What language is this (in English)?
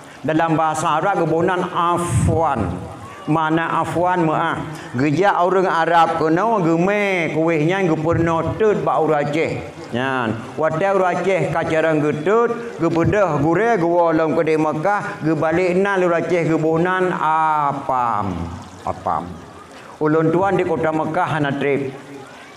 Achinese